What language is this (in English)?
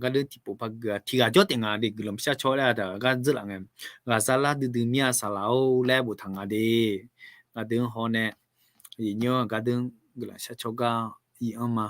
Akha